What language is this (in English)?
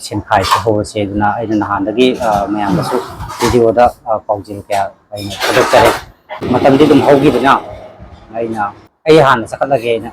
Manipuri